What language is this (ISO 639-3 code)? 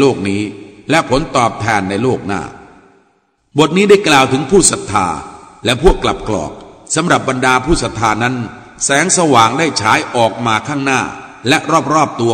tha